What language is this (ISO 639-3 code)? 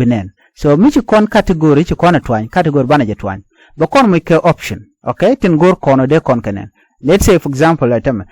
nus